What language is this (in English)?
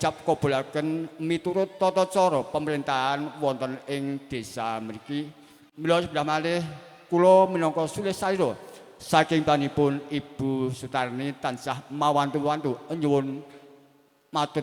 Javanese